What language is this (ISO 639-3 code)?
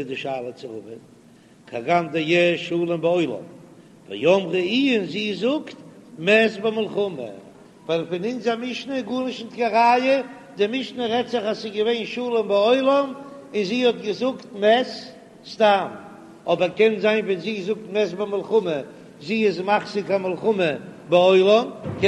yid